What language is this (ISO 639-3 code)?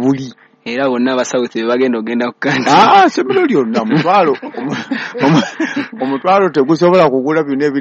lug